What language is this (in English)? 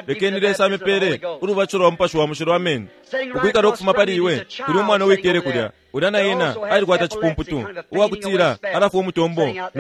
Bemba